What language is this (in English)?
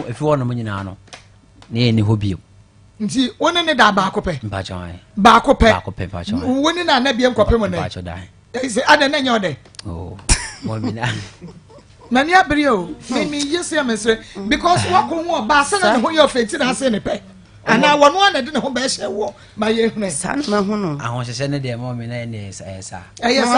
Akan